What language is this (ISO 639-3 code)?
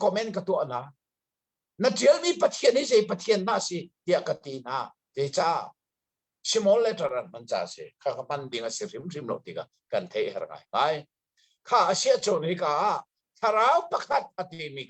cnh